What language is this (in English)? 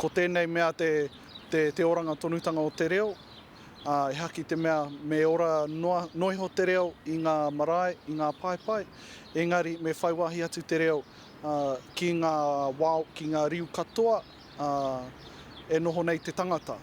Māori